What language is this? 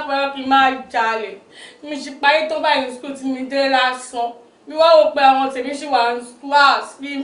Yoruba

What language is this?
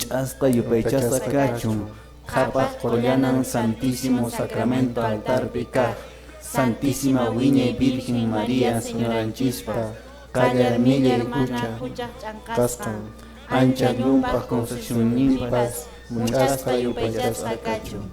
Quechua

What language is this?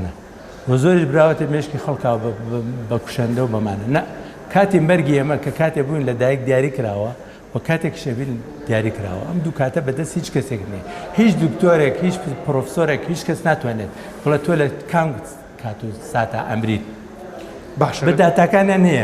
Central Kurdish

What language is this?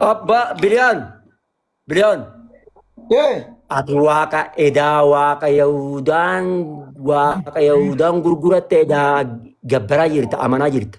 Oromo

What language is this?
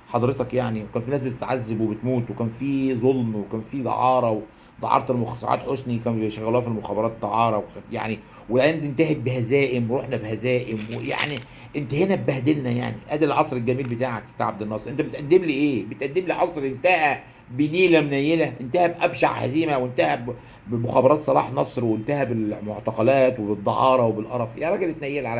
Egyptian Arabic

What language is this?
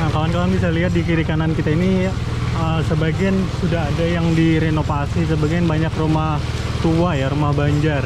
Banjar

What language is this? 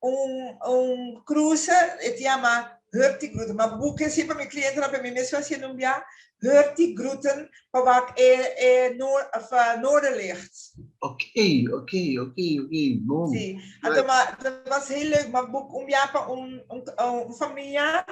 Papiamento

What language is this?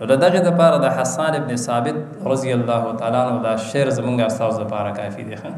Pashto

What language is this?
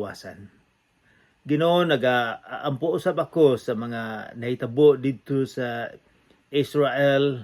Cebuano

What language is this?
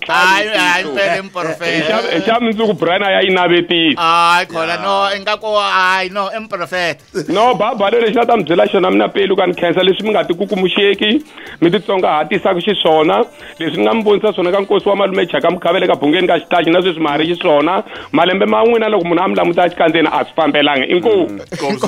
Tsonga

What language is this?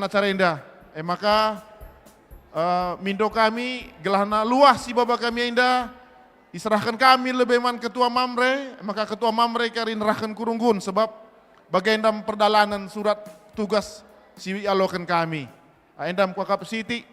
Batak Karo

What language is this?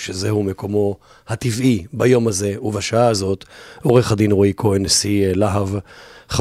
Hebrew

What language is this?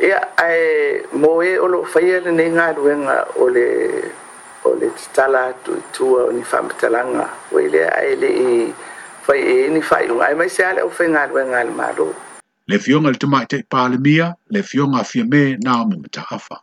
Samoan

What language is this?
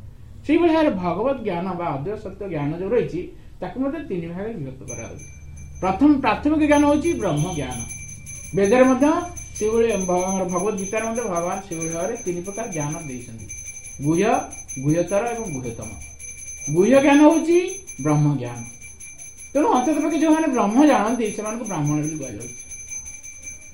Odia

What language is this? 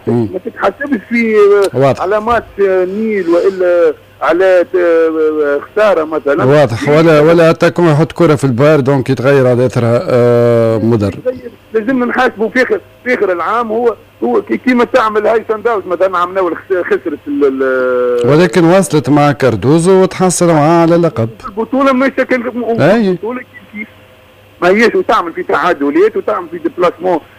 Tunisian Arabic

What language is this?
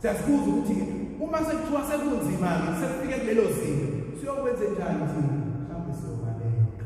Zulu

